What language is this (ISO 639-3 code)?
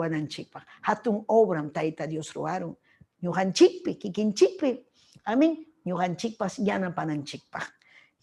quy